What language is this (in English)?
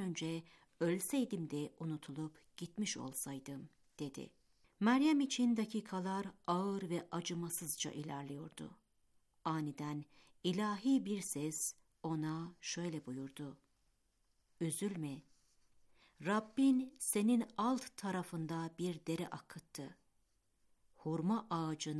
Turkish